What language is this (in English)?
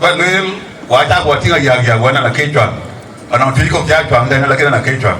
Dinka